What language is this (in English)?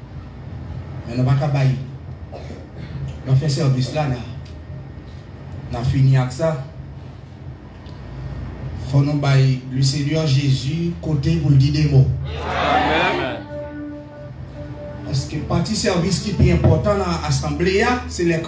French